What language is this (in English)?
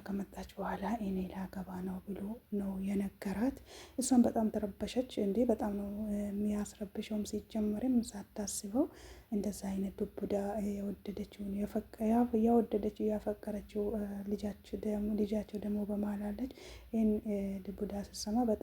Amharic